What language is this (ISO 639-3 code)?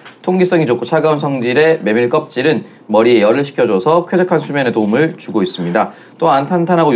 kor